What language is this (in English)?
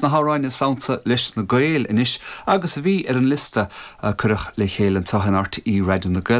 Irish